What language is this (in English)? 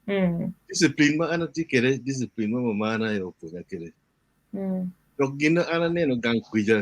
Acoli